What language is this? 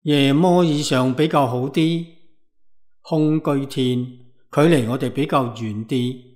Cantonese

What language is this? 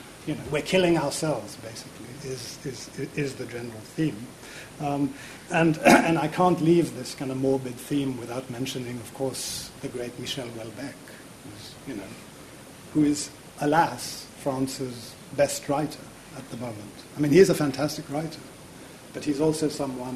English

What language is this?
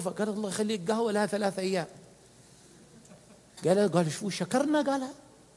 Arabic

